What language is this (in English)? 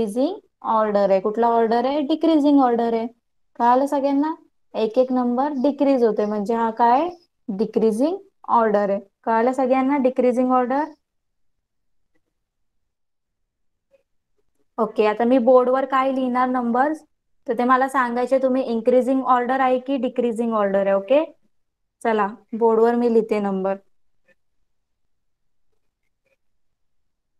Marathi